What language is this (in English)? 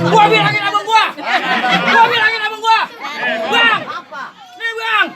Betawi